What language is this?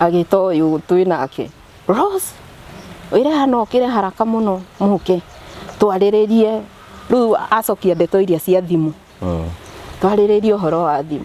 Kikuyu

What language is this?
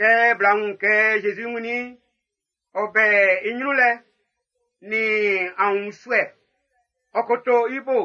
Baoulé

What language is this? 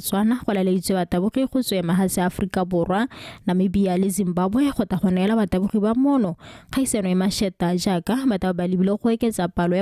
Tswana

